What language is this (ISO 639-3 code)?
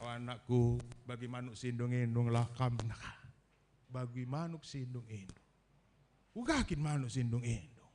btx